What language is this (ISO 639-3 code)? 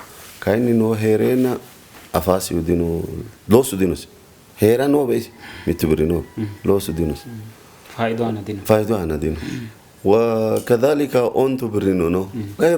sid